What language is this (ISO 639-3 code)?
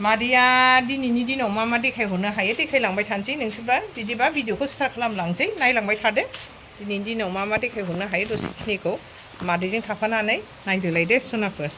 brx